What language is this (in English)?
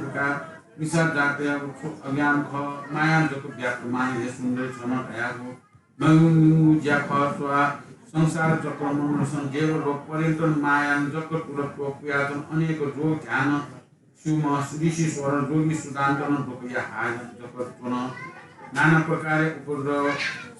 Newari